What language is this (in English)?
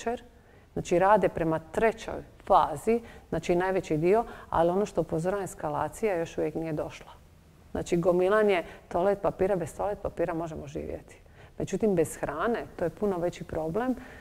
Croatian